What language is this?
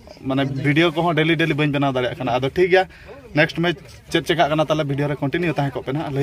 Santali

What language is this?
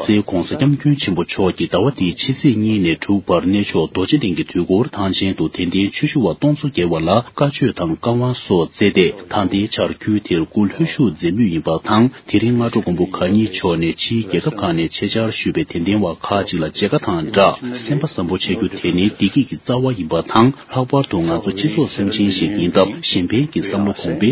Tibetan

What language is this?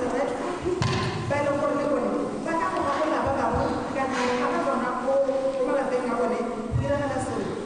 Tswana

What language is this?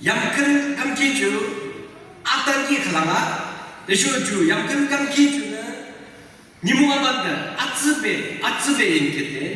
Yimchungru Naga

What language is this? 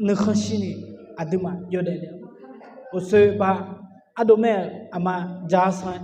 Akha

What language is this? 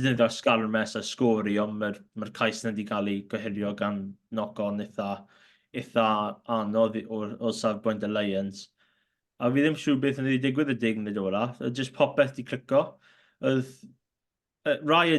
Welsh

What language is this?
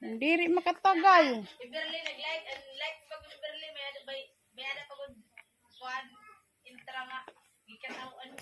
Waray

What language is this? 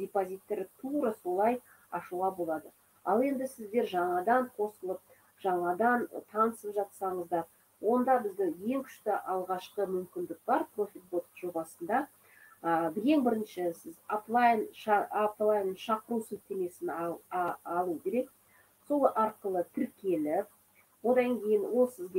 Kazakh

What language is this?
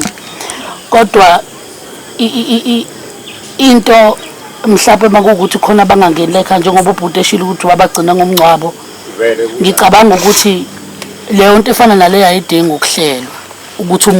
Zulu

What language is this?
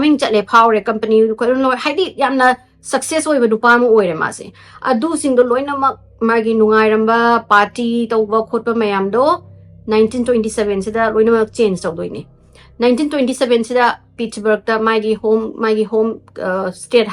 Manipuri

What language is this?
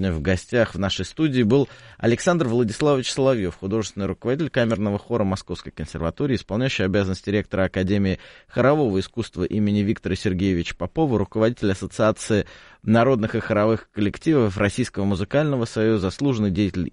Russian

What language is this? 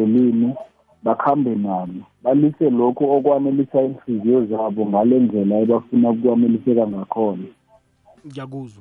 South Ndebele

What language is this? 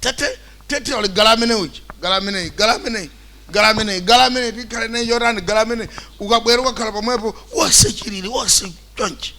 Nyanja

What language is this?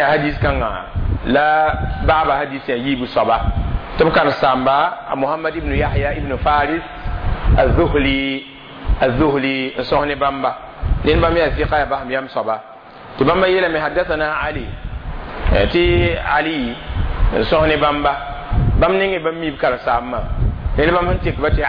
Mossi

